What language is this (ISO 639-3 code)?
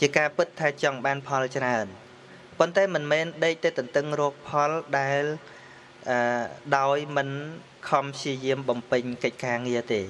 khm